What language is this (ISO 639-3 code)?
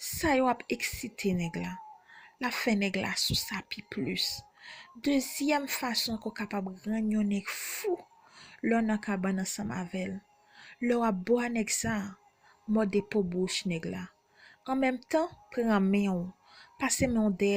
hat